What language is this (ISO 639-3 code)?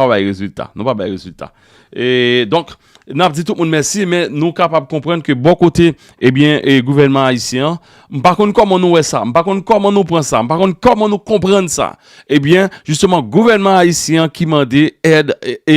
hat